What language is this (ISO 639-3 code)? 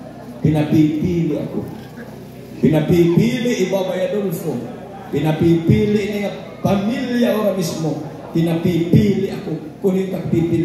war